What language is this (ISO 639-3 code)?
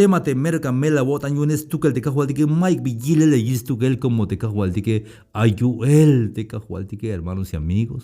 tzh